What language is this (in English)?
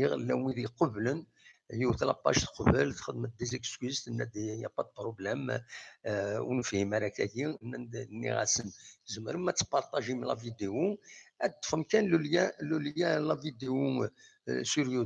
Kabyle